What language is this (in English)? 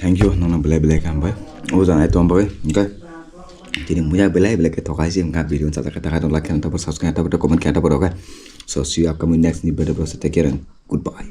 Kok Borok